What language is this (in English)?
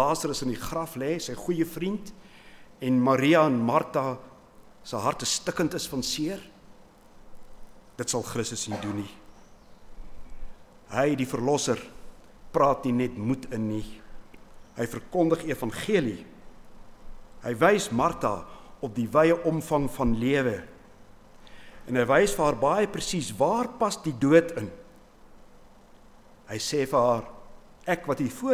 Afrikaans